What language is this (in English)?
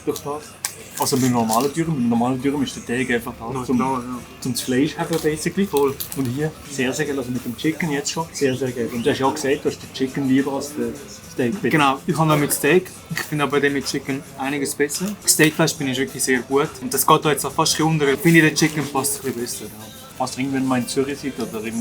Swiss German